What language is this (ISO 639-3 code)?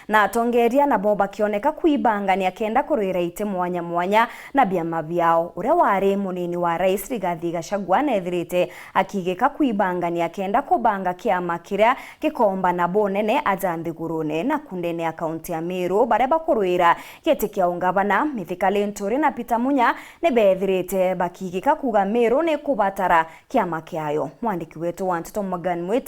mer